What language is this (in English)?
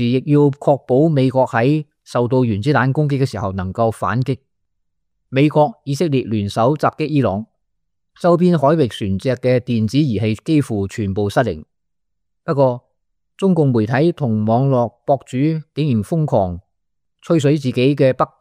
Cantonese